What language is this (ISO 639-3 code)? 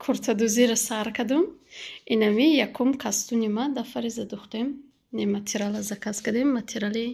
tgk